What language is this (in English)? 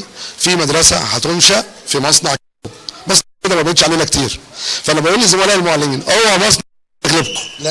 Egyptian Arabic